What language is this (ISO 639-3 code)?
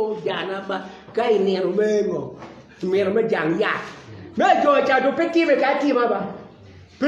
ach